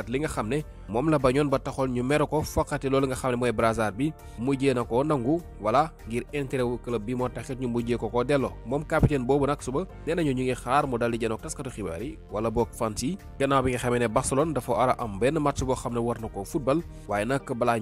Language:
Wolof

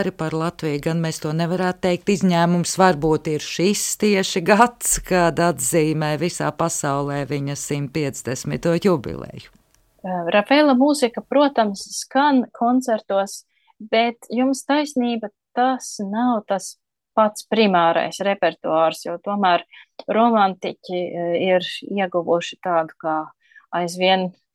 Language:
Latvian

